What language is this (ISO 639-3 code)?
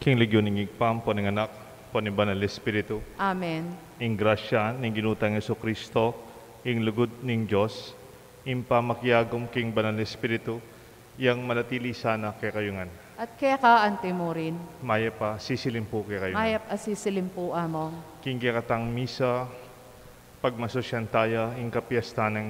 pam